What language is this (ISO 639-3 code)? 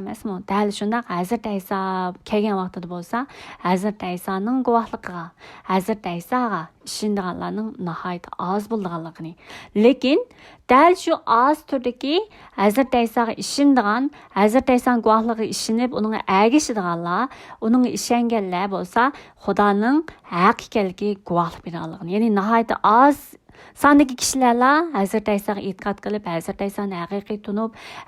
uig